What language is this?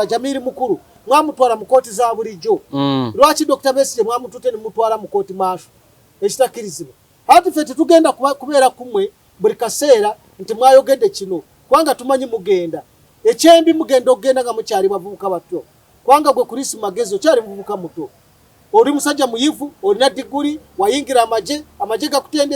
Ganda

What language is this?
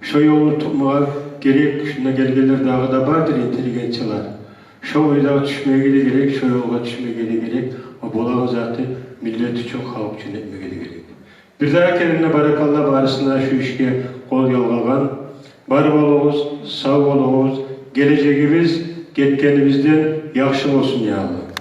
Kumyk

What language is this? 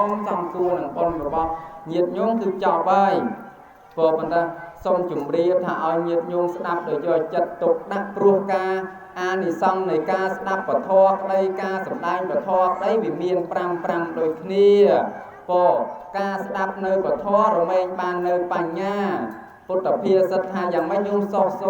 Khmer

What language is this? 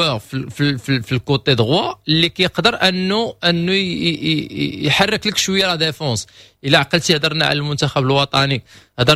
Moroccan Arabic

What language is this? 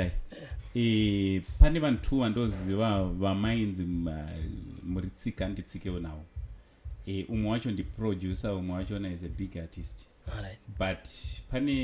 Shona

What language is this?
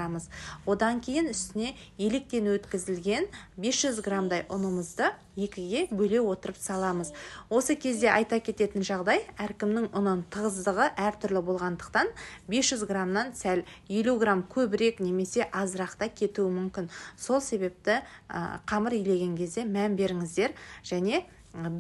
Kazakh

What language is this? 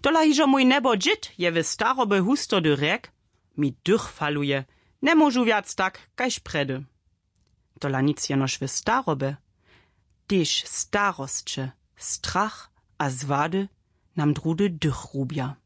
Upper Sorbian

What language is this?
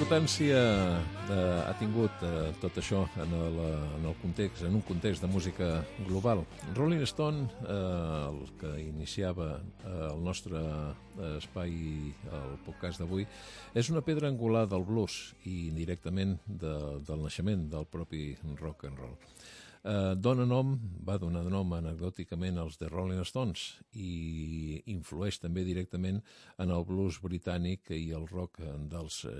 Catalan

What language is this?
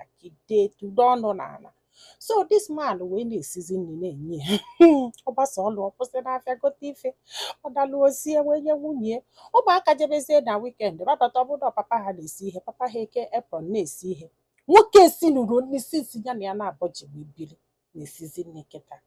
Igbo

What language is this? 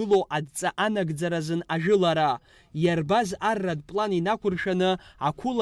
Abkhazian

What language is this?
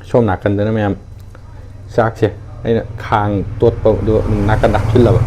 Manipuri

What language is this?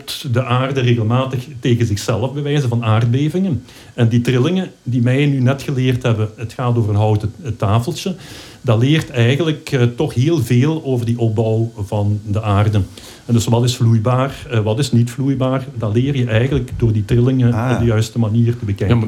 Dutch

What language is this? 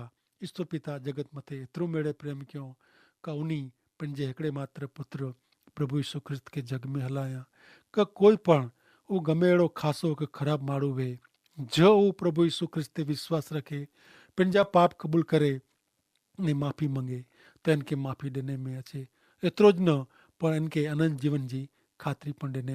Kachhi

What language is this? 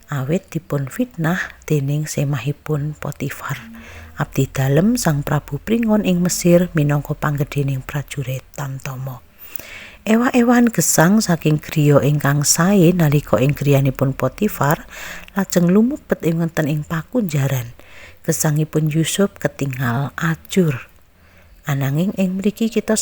Javanese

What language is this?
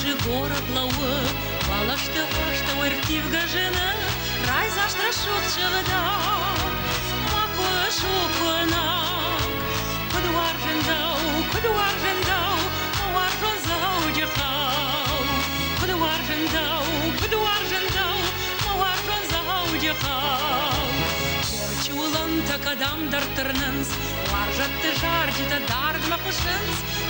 Ossetic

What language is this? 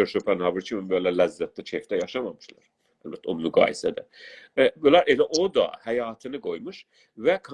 South Azerbaijani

